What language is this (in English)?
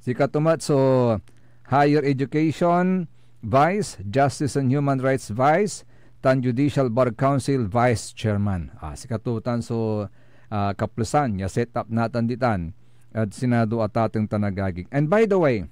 Pangasinan